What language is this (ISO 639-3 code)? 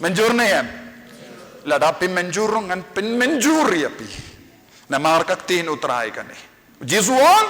kha